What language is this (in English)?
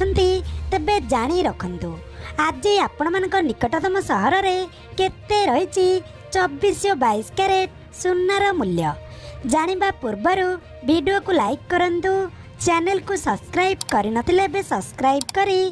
Odia